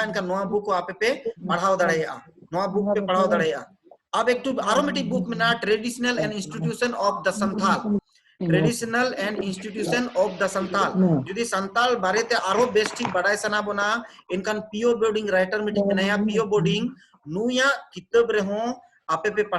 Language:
Santali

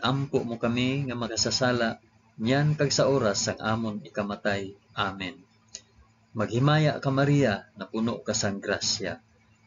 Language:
Hiligaynon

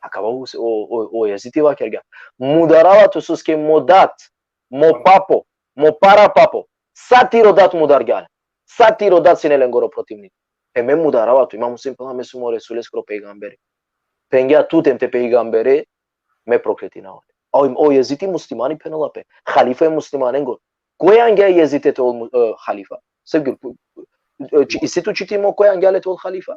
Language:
Balkan Romani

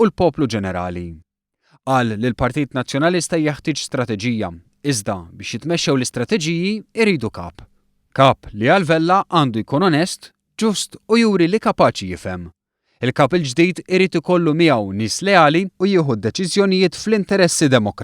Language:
Maltese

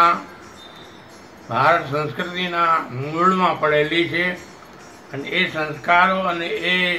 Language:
Gujarati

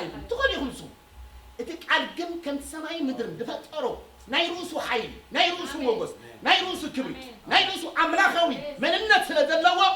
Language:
Tigrinya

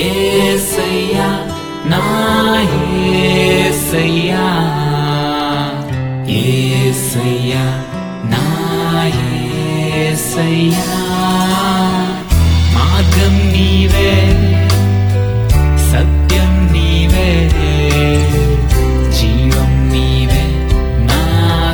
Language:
Telugu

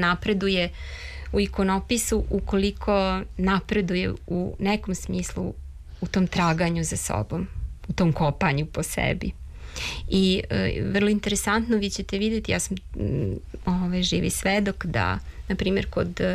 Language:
Serbian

